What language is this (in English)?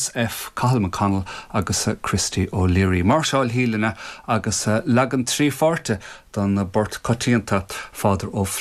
Irish